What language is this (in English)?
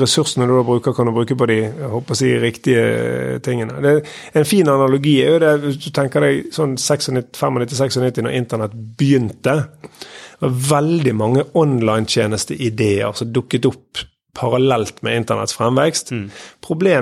Norwegian